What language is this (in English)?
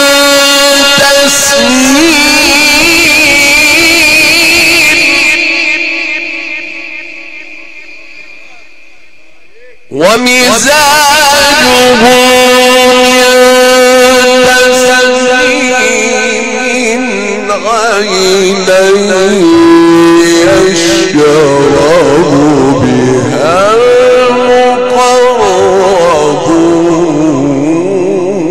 Arabic